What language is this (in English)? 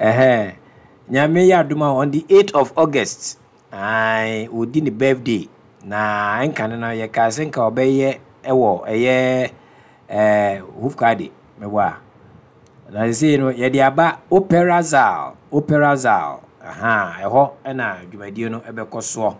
Akan